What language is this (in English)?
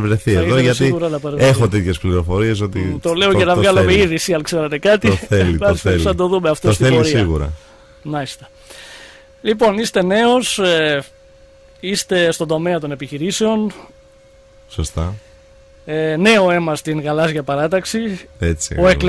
Greek